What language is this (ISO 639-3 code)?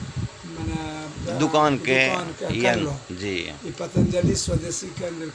anp